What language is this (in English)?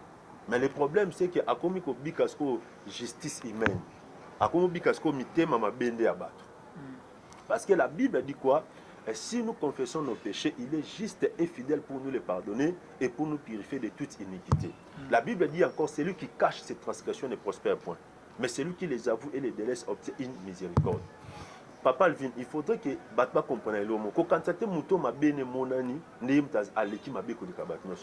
Lingala